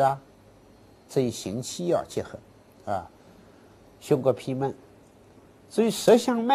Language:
Chinese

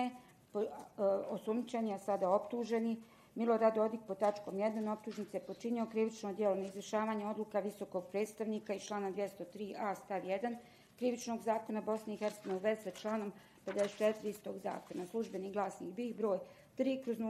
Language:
Bosnian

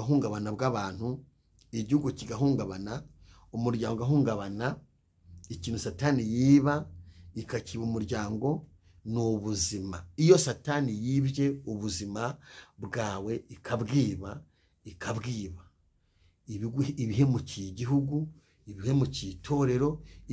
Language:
Kinyarwanda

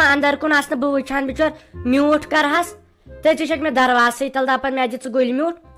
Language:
Kashmiri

